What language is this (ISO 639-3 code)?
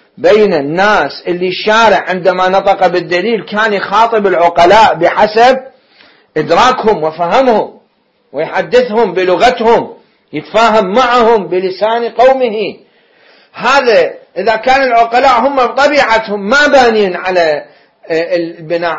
acm